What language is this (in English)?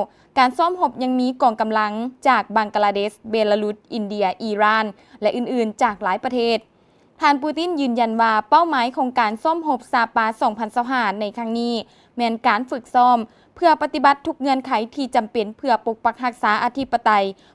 Lao